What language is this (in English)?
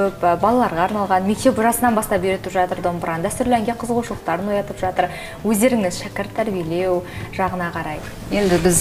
Kazakh